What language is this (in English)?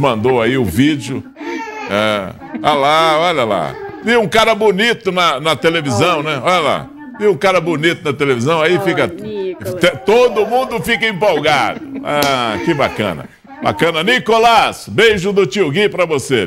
Portuguese